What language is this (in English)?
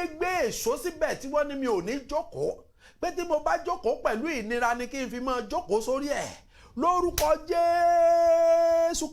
Yoruba